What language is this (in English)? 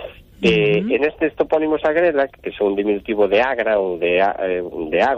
Galician